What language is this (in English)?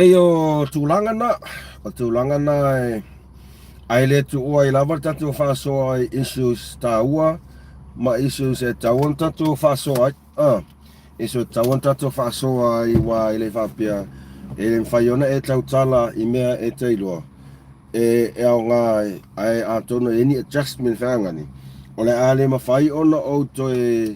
Samoan